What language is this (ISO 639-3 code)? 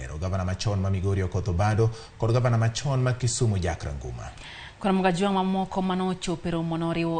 luo